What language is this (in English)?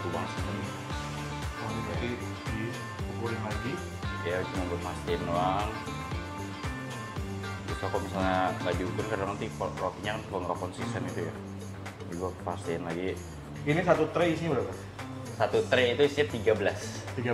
Indonesian